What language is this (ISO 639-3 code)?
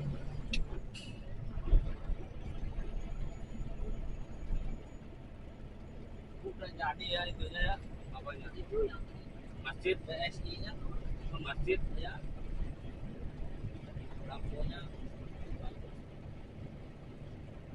ind